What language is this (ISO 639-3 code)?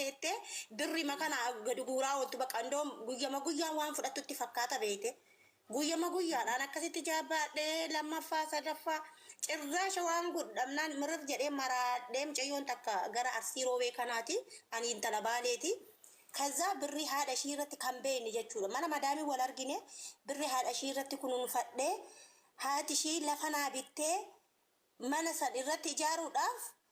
orm